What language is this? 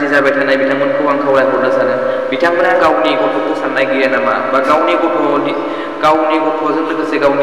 Bodo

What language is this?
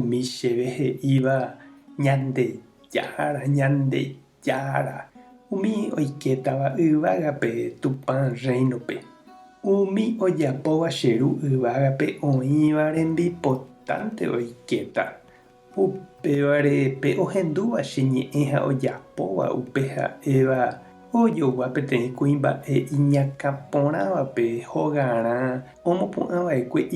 Guarani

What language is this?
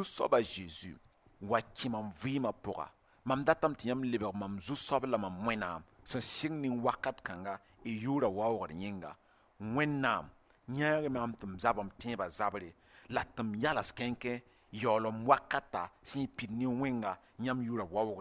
Mossi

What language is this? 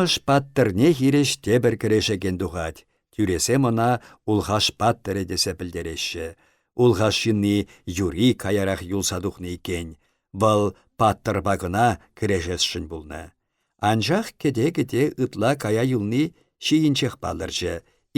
Chuvash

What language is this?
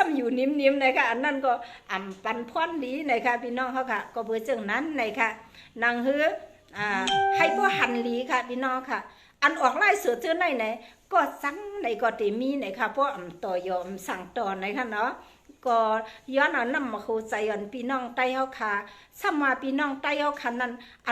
Shan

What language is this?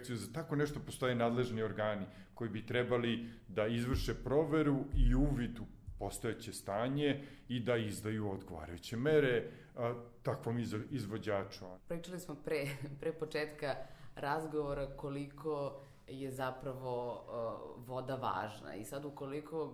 Serbian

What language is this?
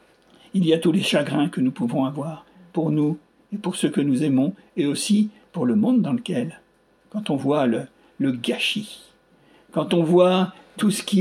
French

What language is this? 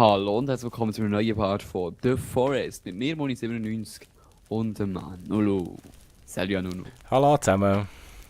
Swiss German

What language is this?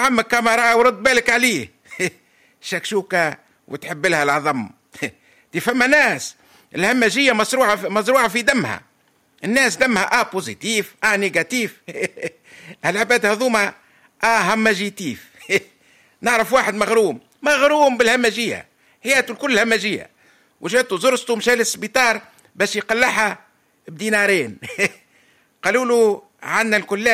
Tunisian Arabic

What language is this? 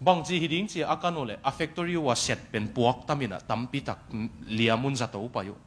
Tedim Chin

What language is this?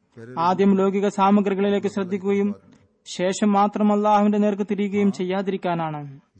Malayalam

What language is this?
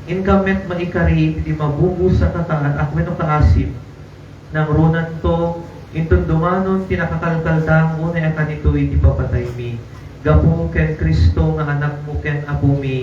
Iloko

